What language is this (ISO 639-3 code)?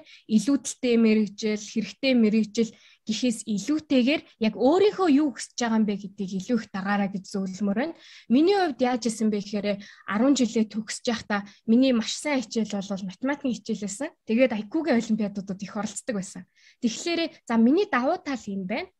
mon